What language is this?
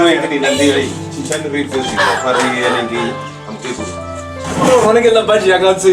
Venda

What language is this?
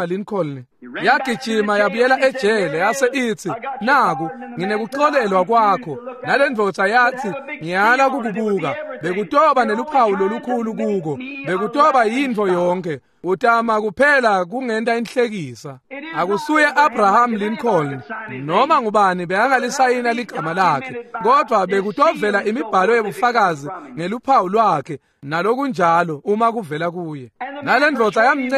Swati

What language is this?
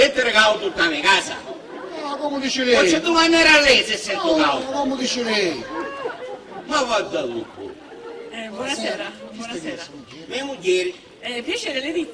Sicilian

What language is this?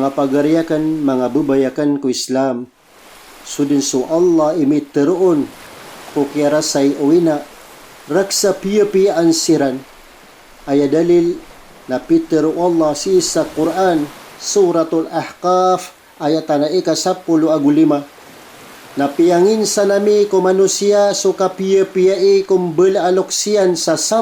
Maranao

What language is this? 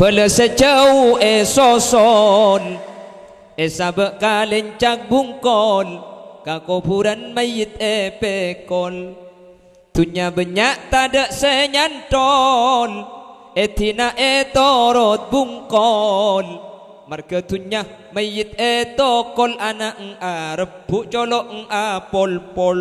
Madurese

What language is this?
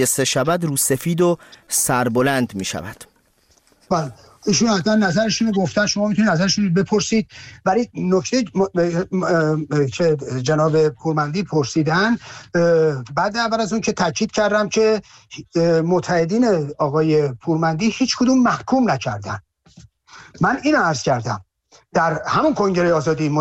Persian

